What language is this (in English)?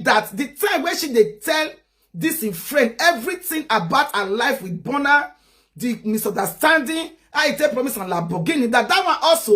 Nigerian Pidgin